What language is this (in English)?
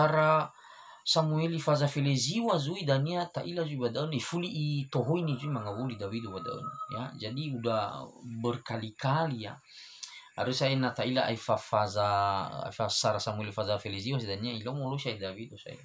Nias